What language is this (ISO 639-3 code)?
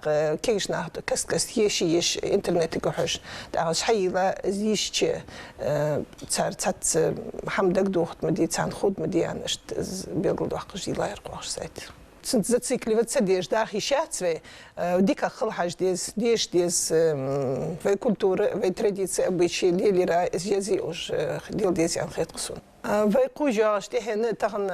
inh